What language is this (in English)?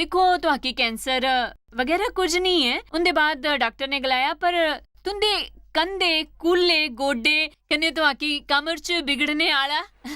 Dogri